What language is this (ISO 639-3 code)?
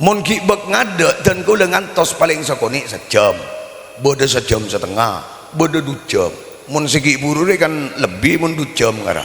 mad